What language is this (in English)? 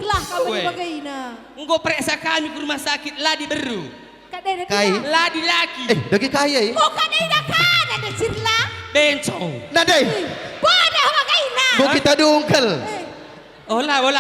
Batak Karo